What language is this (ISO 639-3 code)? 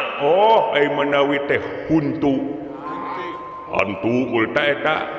sun